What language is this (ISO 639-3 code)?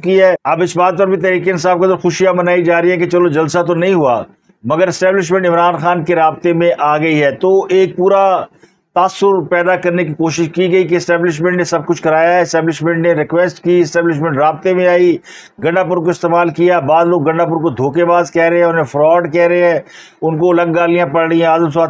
urd